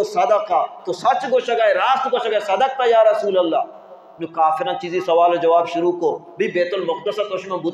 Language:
Baluchi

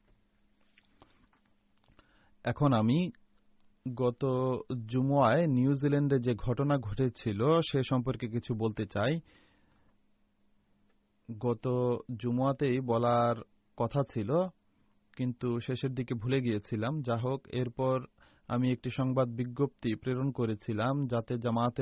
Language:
Bangla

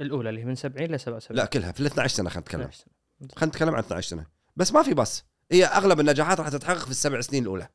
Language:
Gulf Arabic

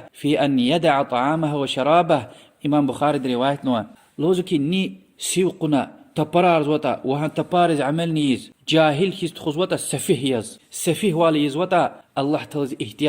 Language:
Lezghian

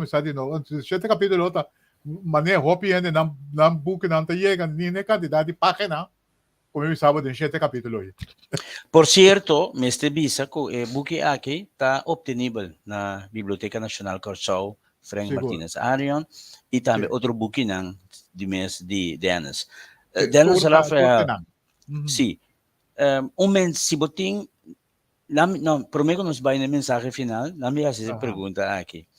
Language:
Papiamento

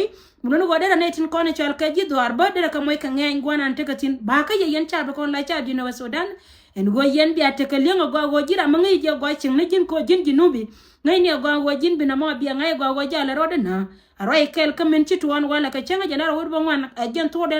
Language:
Nuer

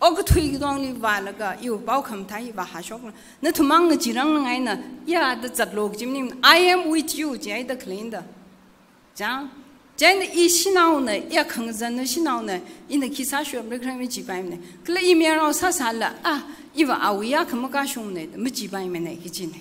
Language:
Tangkhul Naga (India)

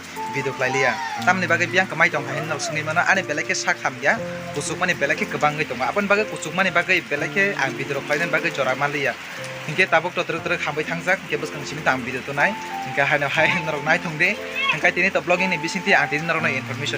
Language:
Kok Borok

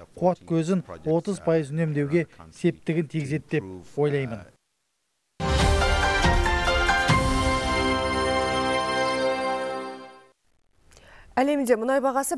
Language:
Kazakh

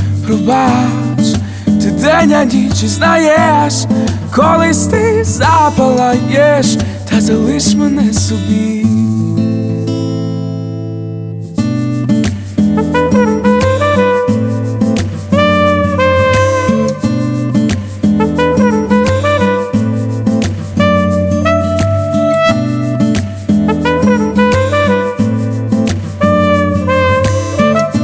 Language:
Ukrainian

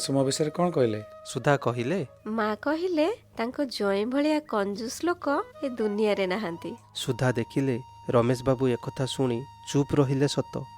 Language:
Odia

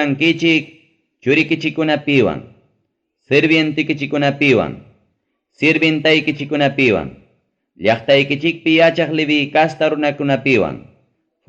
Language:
Ayacucho Quechua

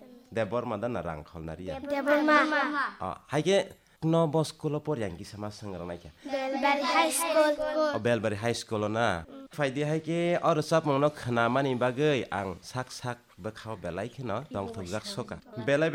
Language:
Kok Borok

